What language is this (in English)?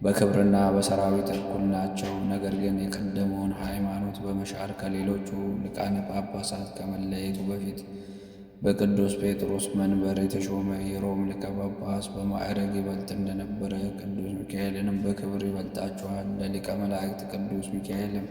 Amharic